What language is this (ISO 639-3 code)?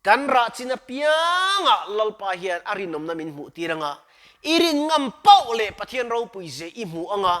lus